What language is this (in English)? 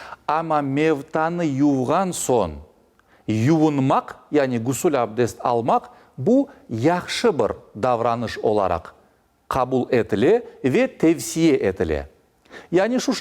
Crimean Tatar